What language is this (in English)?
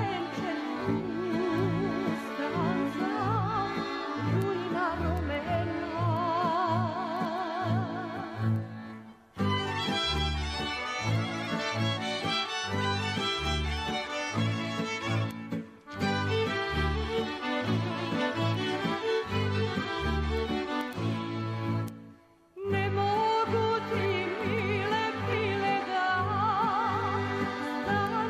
Serbian